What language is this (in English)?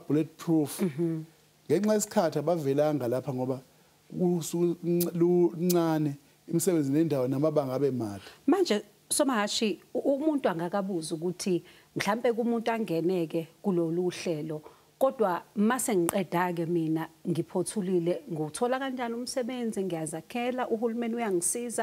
Zulu